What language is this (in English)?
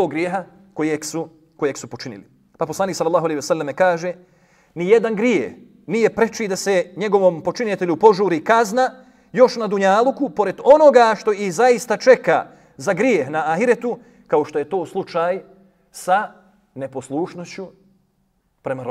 Bosnian